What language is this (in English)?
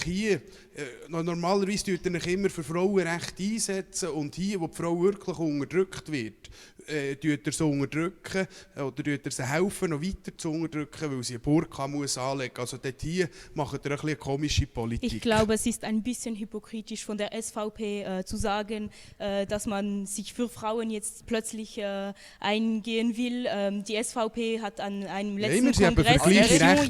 Swiss German